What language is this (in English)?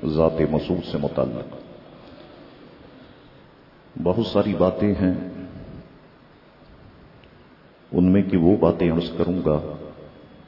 Urdu